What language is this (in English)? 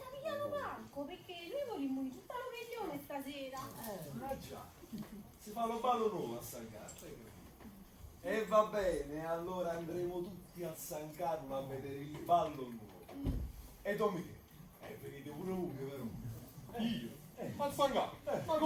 Neapolitan